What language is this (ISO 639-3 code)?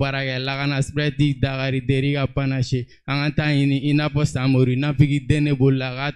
bam